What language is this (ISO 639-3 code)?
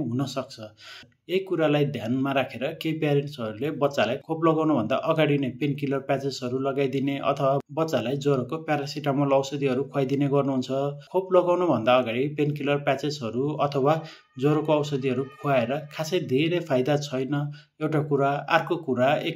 nep